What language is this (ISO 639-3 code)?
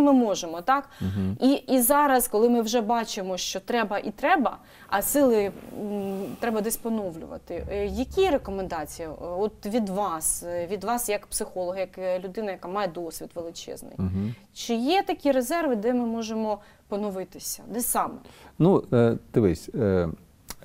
ukr